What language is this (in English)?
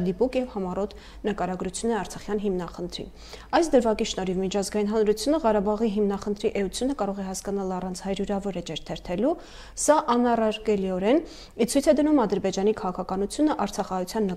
Armenian